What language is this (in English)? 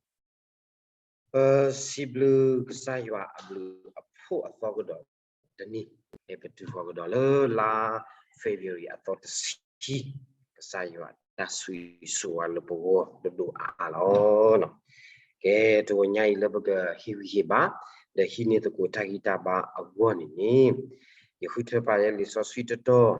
S'gaw Karen